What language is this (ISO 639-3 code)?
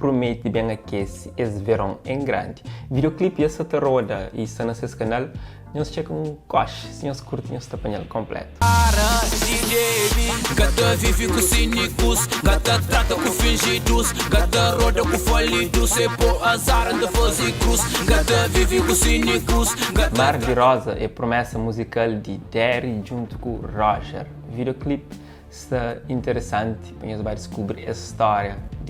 kea